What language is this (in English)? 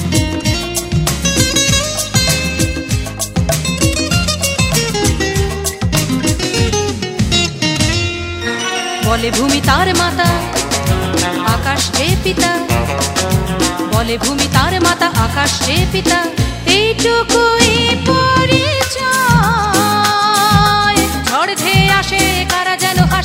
Bangla